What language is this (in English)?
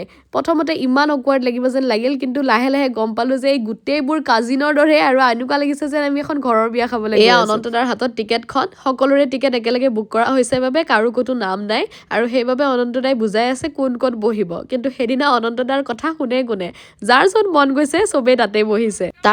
Assamese